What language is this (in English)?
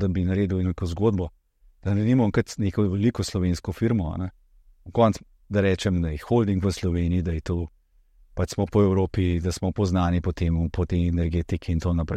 Slovenian